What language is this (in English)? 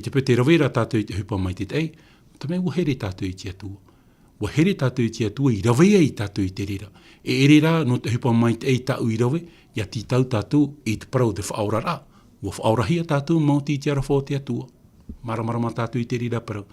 Tahitian